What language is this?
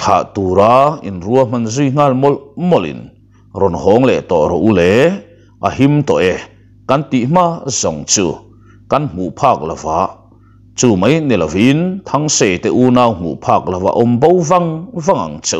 Mizo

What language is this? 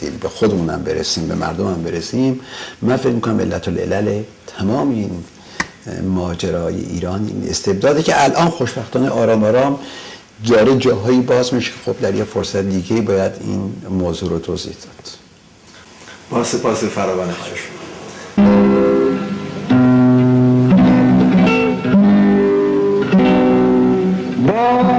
Persian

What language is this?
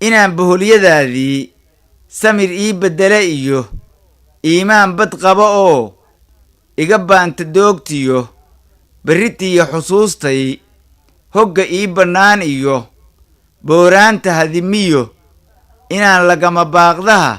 Somali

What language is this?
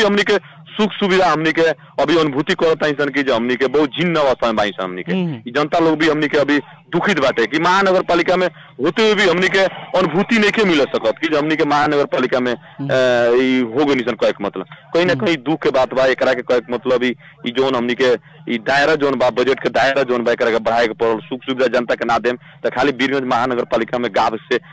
Bhojpuri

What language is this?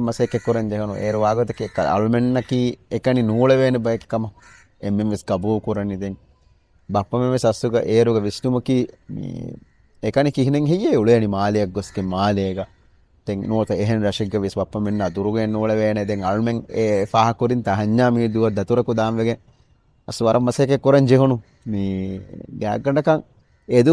Divehi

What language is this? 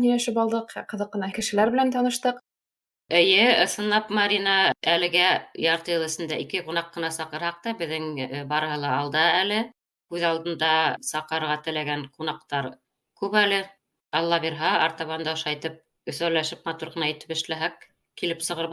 Bashkir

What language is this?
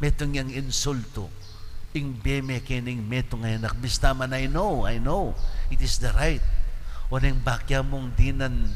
Pampanga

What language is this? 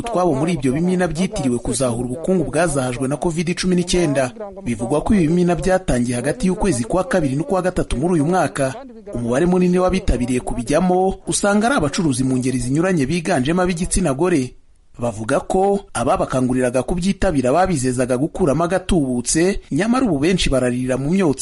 Kinyarwanda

